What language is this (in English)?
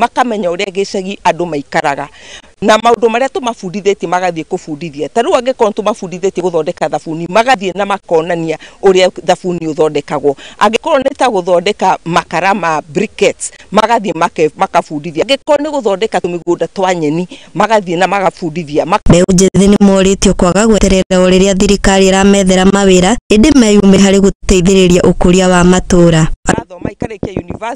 Kikuyu